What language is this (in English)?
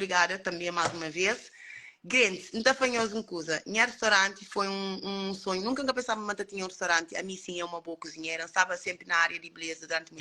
Kabuverdianu